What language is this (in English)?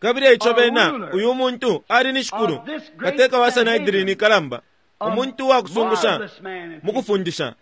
Bemba